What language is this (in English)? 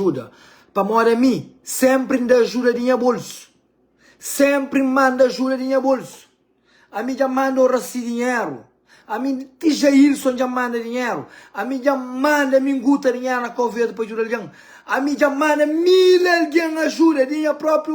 Kabuverdianu